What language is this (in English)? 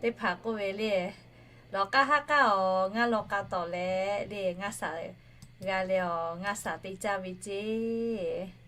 Lahu